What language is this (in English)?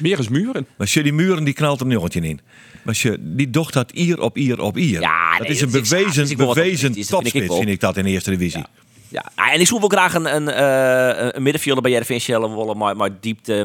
Western Frisian